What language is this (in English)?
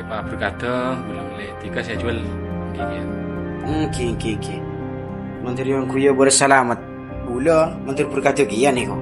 Madurese